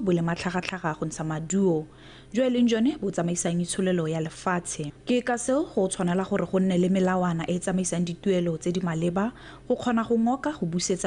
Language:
Tswana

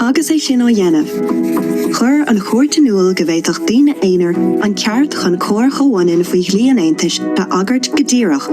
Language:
Irish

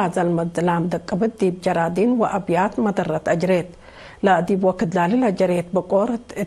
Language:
Tigre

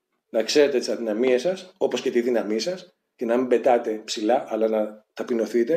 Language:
Greek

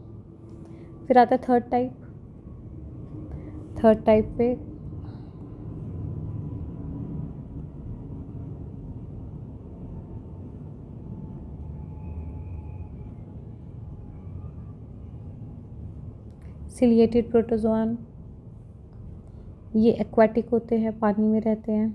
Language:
Hindi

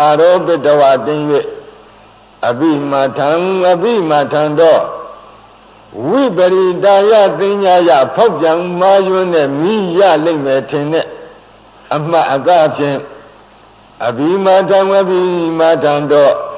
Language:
Burmese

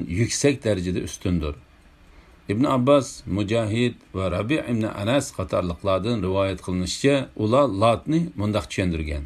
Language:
Uyghur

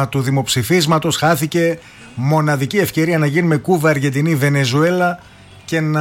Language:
Greek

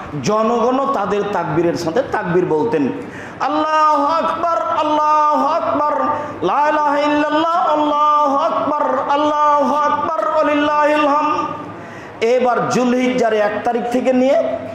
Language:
Bangla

